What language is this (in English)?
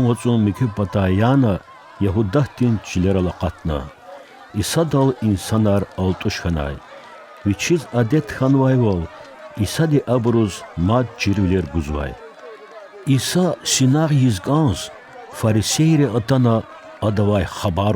Lezghian